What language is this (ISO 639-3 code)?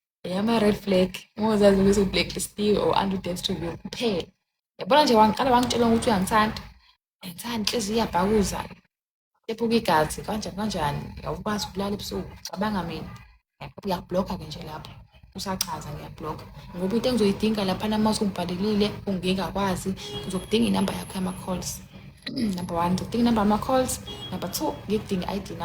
zul